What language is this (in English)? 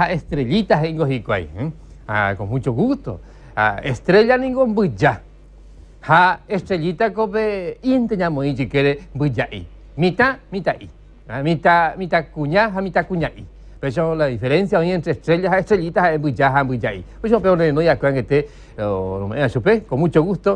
Guarani